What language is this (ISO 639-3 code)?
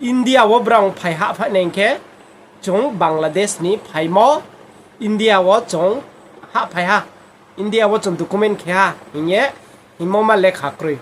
ria